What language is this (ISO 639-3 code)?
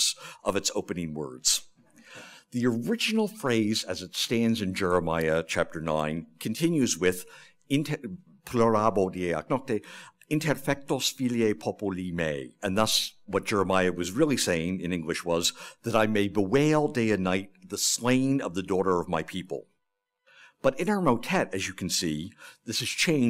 eng